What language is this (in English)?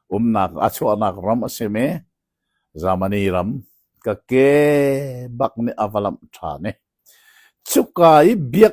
Hakha Chin